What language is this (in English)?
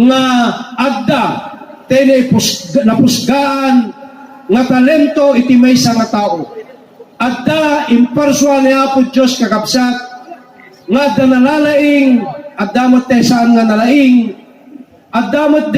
Iloko